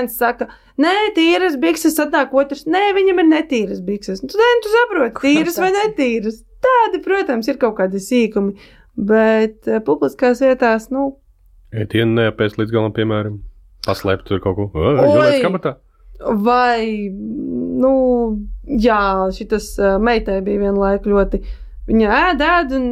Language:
Latvian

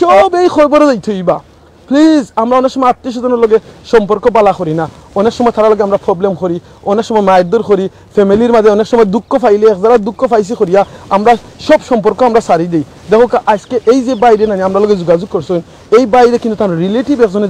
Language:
Sylheti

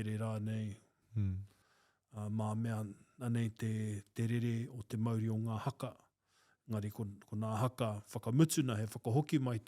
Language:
Māori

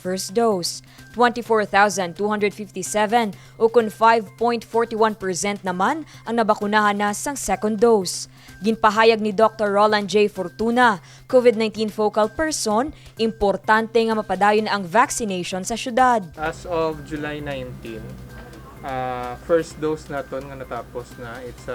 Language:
Hiligaynon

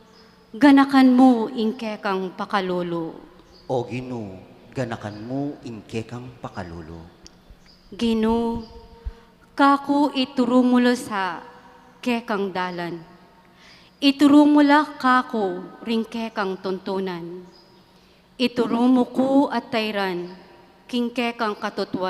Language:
Pampanga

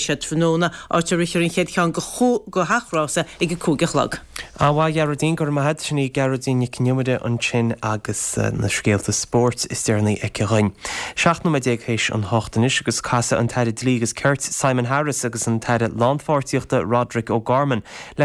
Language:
Irish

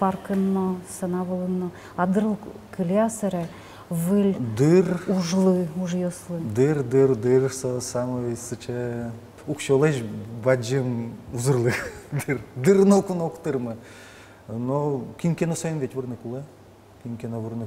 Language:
Udmurt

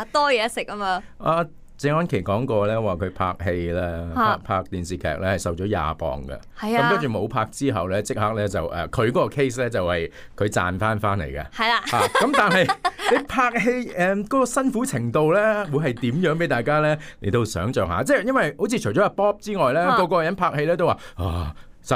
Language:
Cantonese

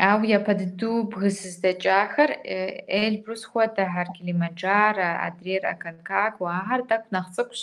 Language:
Kabardian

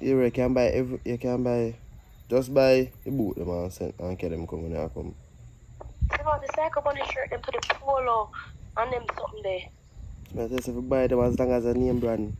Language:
Jamaican Creole English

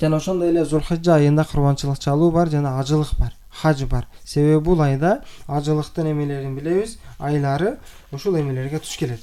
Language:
Kyrgyz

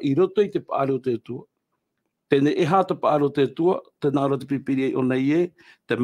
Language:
Tahitian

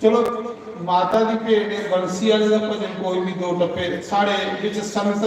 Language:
Dogri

